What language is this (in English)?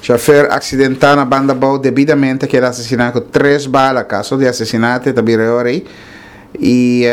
Papiamento